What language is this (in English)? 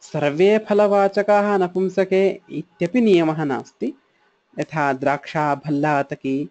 Sanskrit